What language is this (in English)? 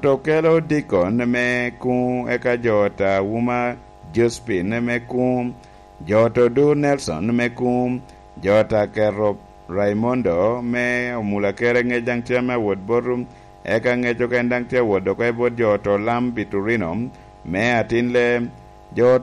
Lango (Uganda)